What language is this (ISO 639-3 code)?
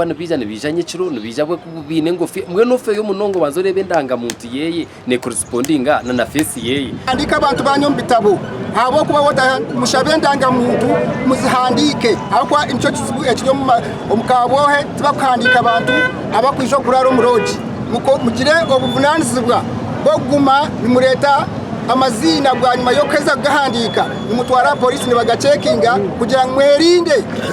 nyn